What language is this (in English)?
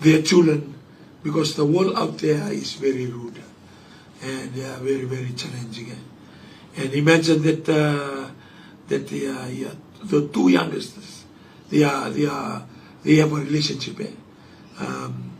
Fijian